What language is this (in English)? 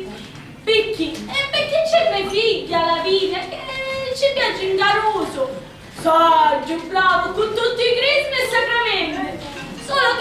Sicilian